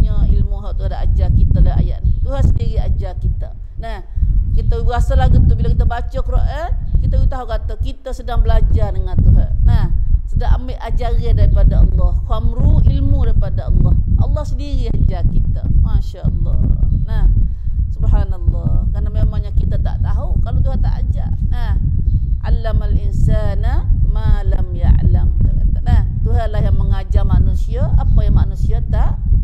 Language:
Malay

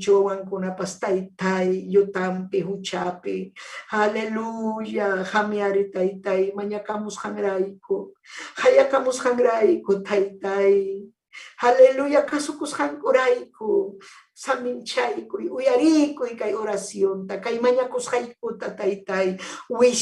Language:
Ayacucho Quechua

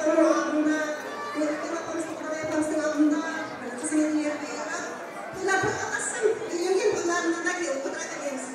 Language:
Kara-Kalpak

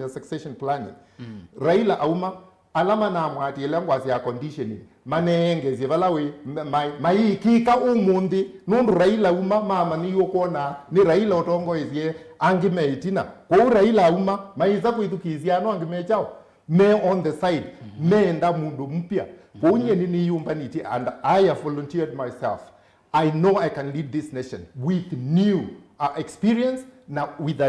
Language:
Kamba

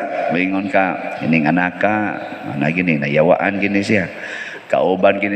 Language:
Cebuano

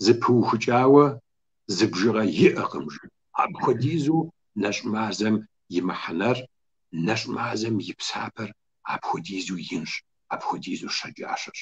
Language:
Kabardian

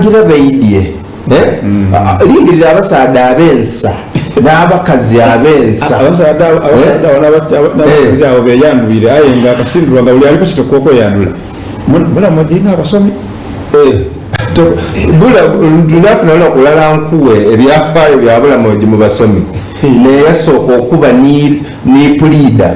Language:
Soga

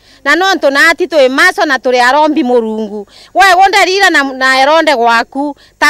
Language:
Meru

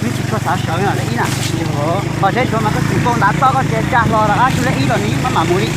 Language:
Hmong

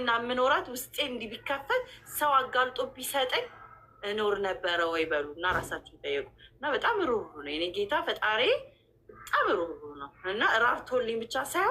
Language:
Amharic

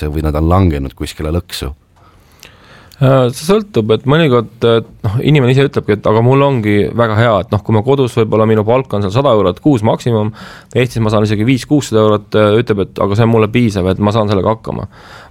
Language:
Estonian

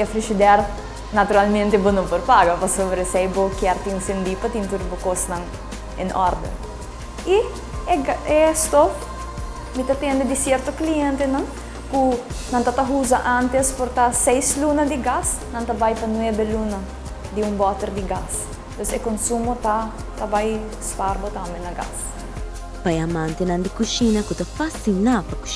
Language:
Papiamento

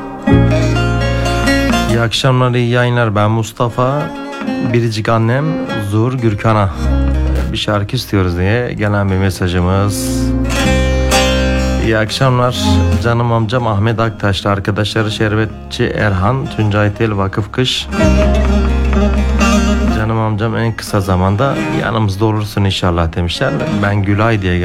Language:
Turkish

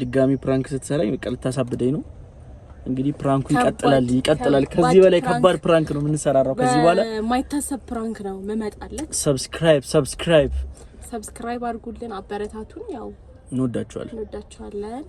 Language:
Amharic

